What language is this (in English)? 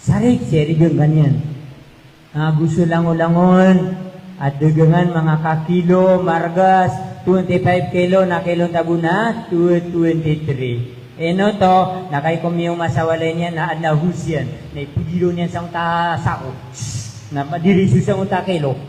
Maranao